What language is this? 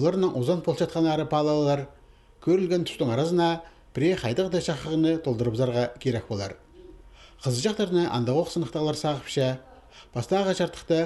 Khakas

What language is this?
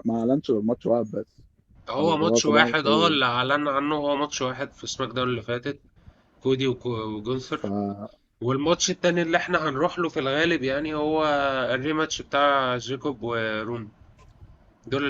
Egyptian Arabic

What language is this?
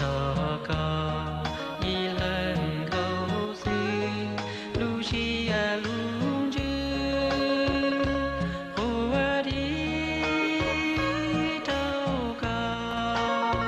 Hmong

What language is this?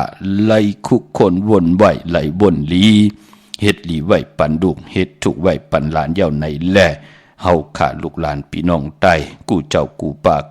Shan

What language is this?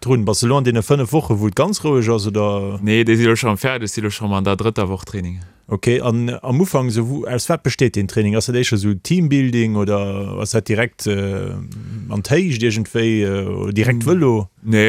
Luxembourgish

